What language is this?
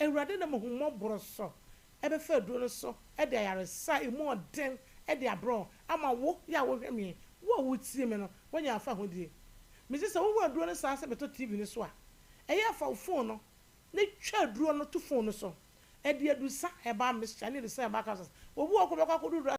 Akan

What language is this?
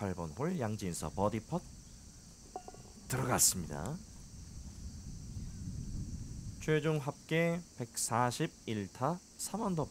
Korean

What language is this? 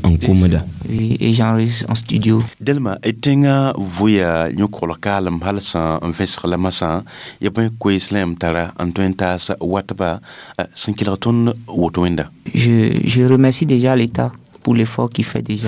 Mossi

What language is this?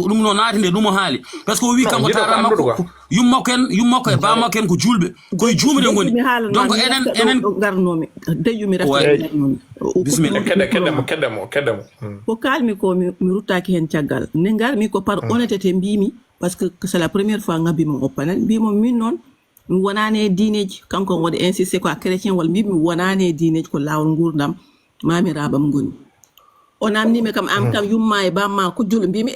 Fula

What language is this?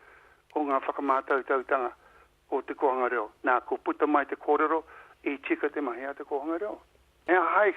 Māori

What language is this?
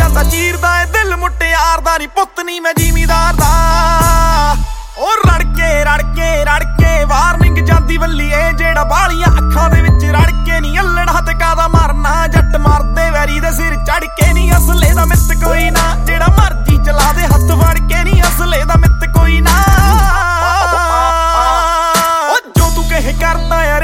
Punjabi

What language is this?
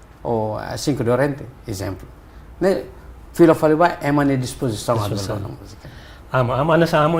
Tetum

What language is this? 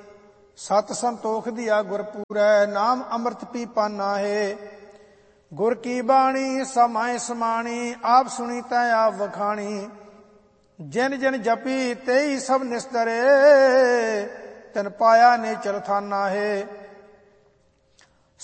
Punjabi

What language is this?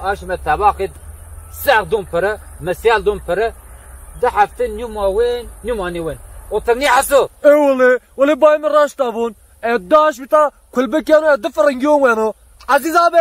Zaza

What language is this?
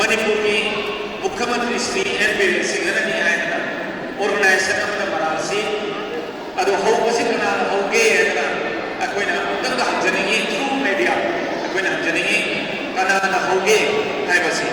Manipuri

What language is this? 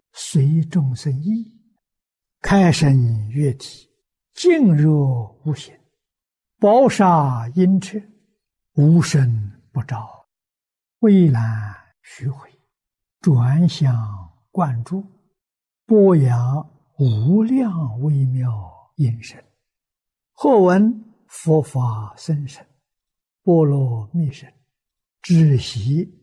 Chinese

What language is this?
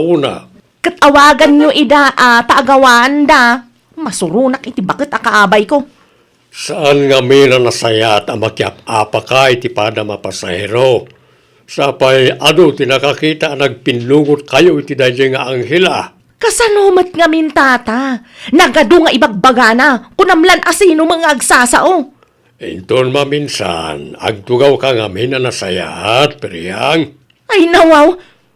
Iloko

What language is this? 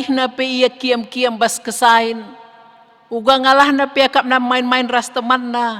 Batak Karo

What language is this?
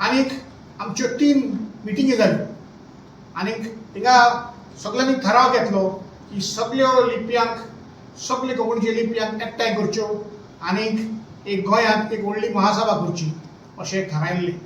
Konkani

